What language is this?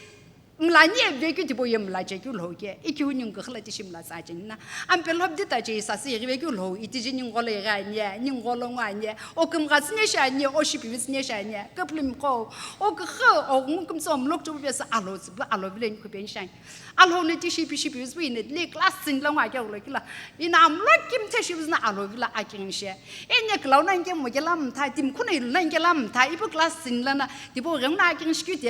Sumi Naga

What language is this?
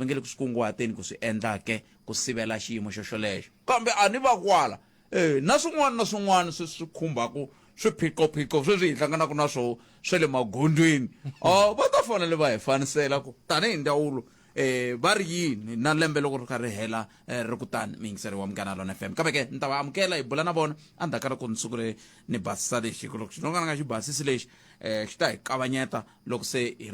Tsonga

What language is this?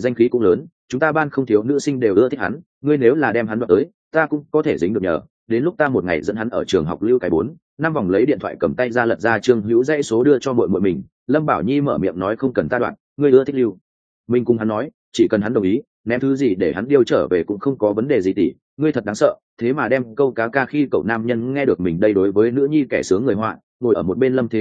Vietnamese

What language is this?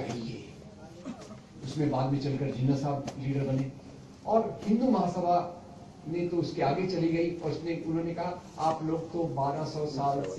Hindi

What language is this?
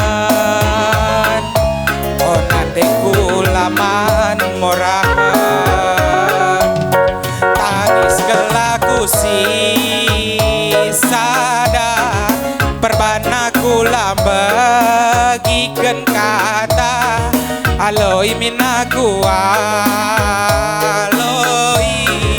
Batak Karo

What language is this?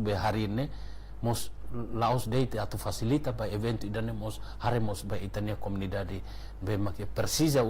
Tetum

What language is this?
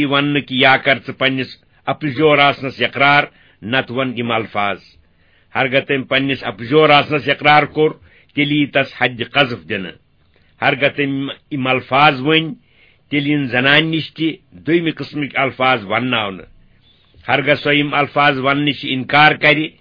Kashmiri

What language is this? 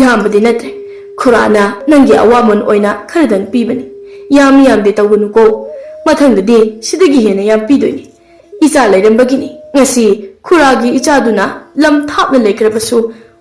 Manipuri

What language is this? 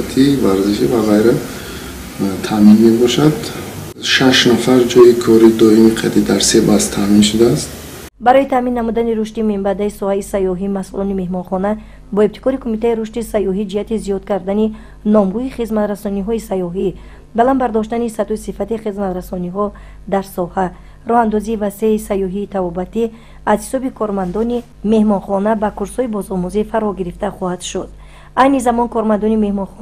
Tajik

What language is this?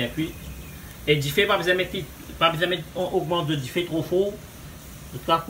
Morisyen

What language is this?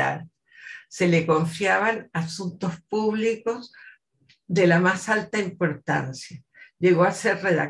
Spanish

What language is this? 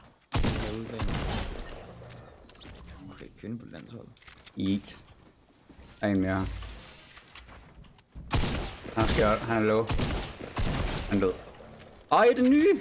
Danish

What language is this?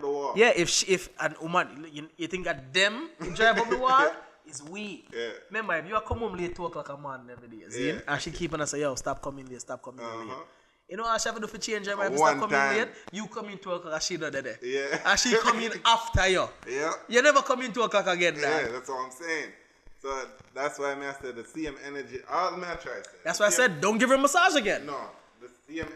Jamaican Creole English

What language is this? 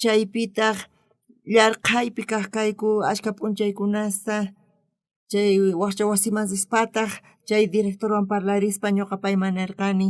South Bolivian Quechua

